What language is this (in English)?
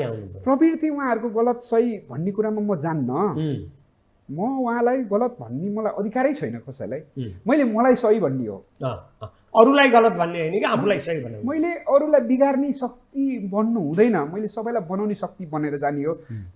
Nepali